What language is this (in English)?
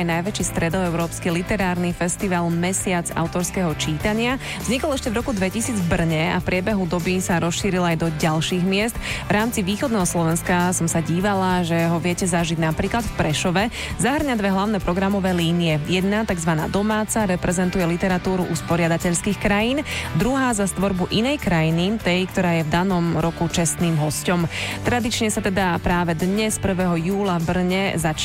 Slovak